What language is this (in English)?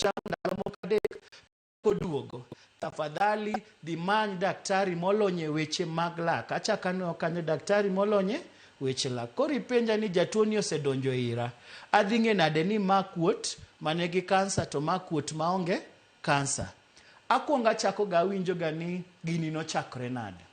Luo (Kenya and Tanzania)